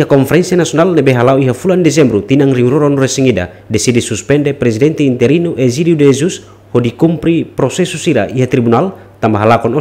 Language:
Tetum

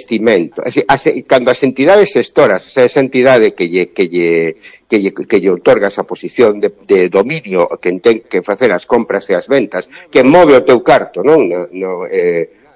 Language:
Galician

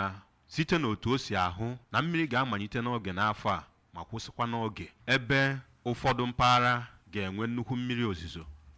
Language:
Igbo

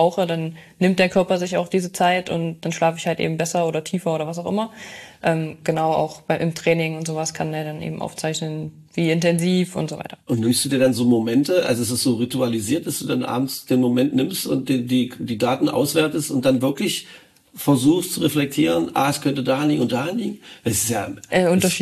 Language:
German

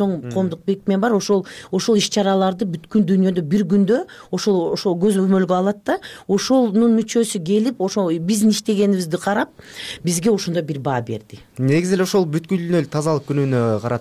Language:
Kyrgyz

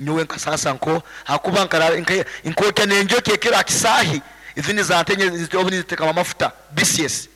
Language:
Nyoro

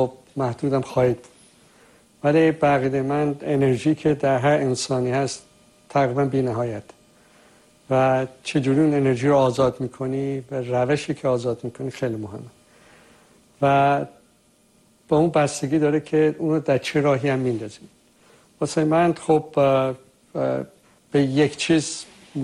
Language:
Persian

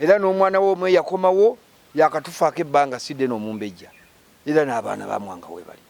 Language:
Ganda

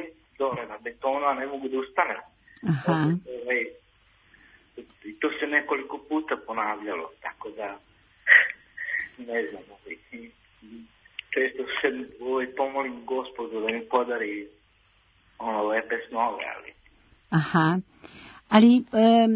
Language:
Serbian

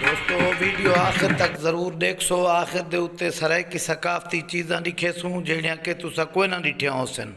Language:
Saraiki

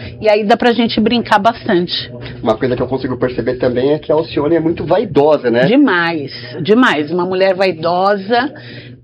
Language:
Portuguese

